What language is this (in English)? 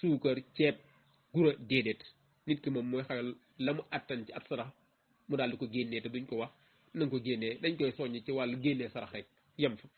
Wolof